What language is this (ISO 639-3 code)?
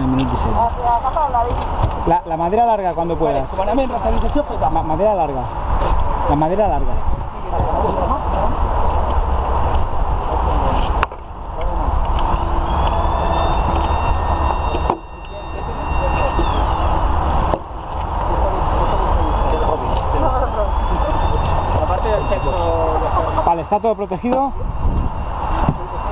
cat